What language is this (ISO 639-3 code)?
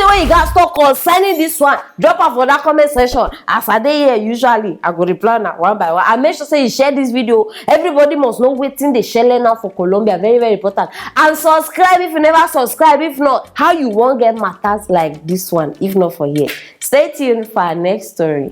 pcm